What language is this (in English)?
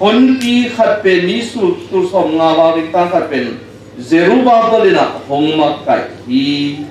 Tedim Chin